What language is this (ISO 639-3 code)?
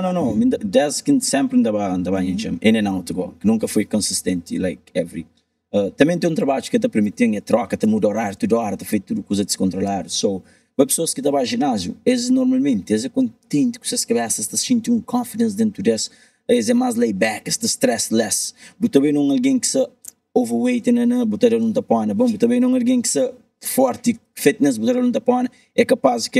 kea